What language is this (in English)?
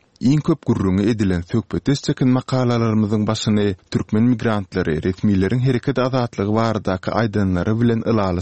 Turkmen